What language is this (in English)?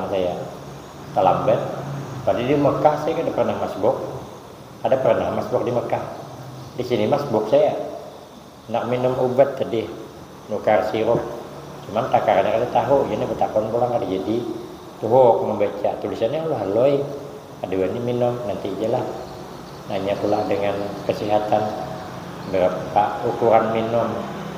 Banjar